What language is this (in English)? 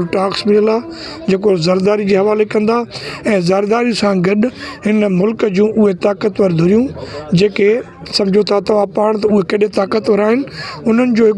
Sindhi